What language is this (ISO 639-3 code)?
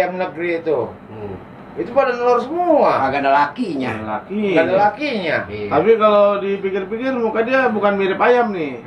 bew